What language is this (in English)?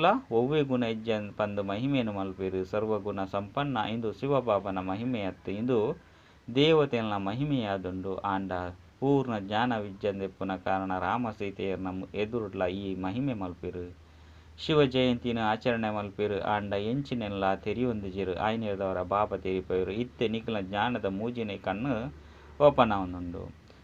Tulu